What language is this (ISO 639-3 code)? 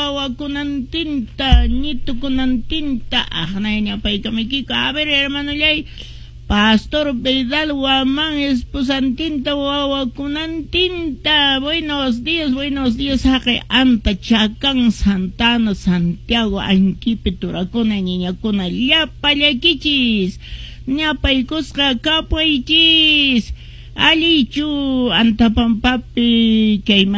que